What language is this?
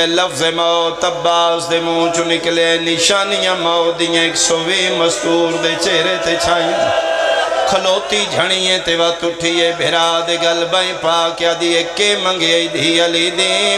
Pahari-Potwari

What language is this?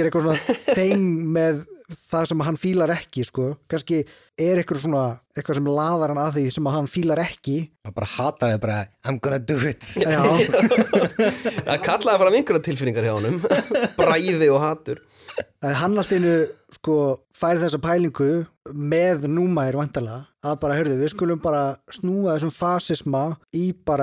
Icelandic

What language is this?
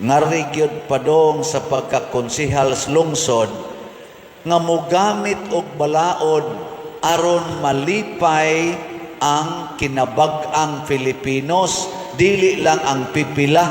Cebuano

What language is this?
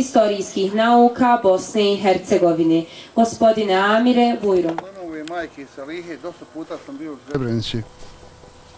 Bosnian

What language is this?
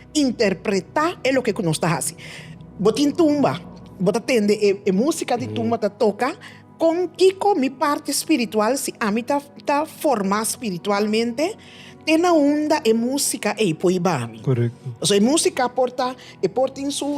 Papiamento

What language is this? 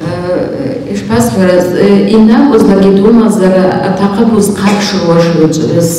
Abkhazian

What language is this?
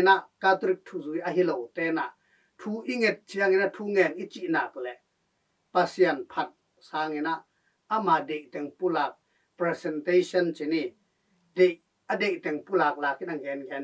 Tedim Chin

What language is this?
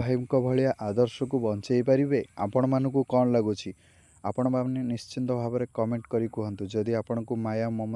Odia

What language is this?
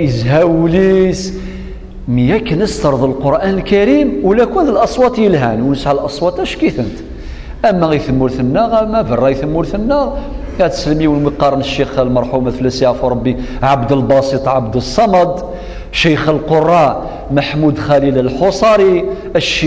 Kabyle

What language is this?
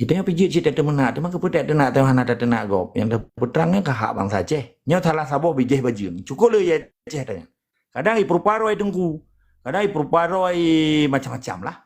Achinese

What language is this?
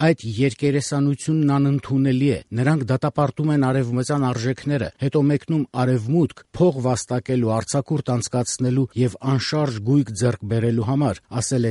Armenian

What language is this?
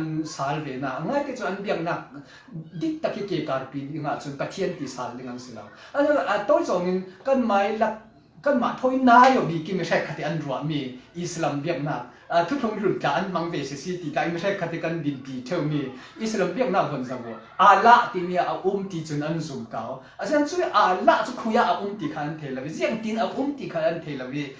Falam Chin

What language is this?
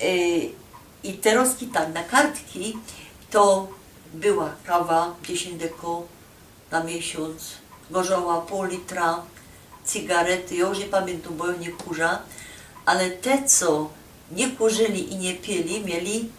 Silesian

